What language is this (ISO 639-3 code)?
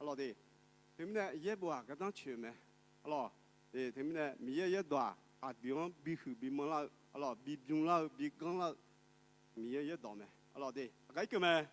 ahk